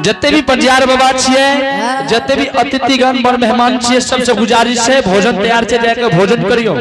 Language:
Angika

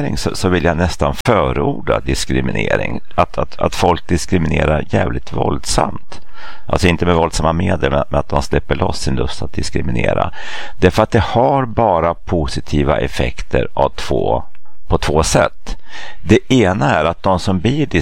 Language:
Swedish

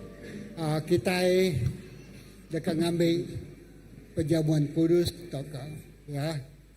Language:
Iban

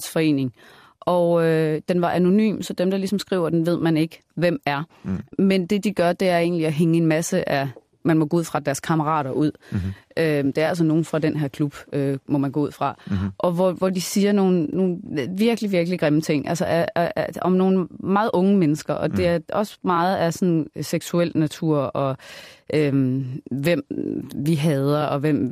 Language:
Danish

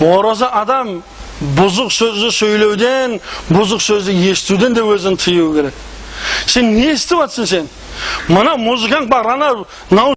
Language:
Kazakh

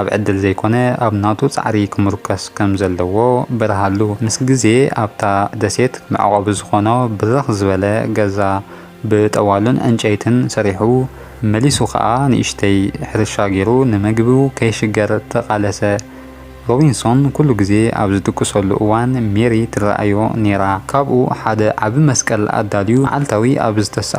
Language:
Tigrinya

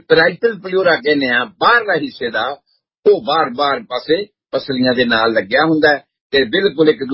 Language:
Punjabi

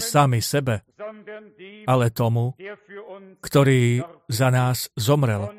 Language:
Slovak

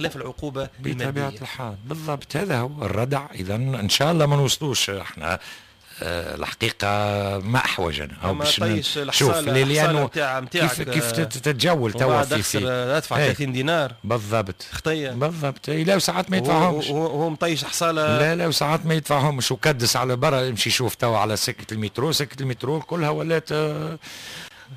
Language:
Tunisian Arabic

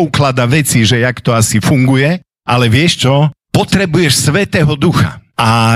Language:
Slovak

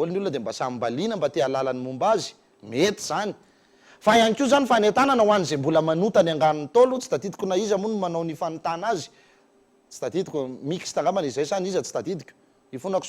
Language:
Malagasy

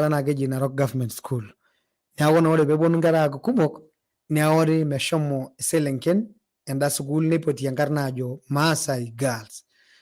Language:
Masai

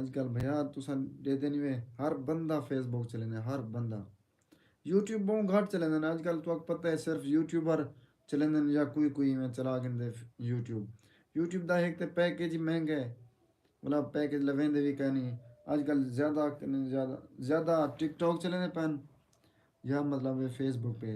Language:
Saraiki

